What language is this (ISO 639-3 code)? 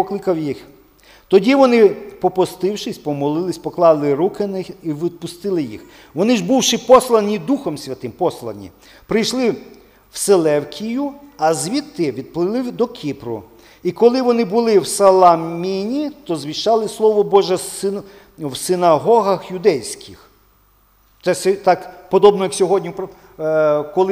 ukr